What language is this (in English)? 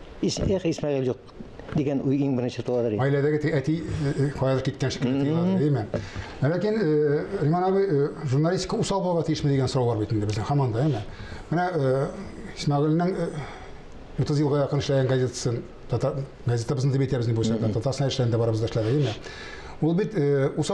Tatar